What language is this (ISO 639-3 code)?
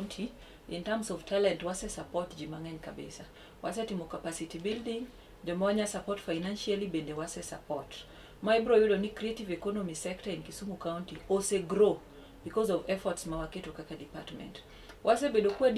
luo